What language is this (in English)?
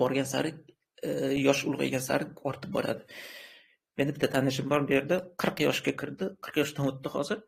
Uzbek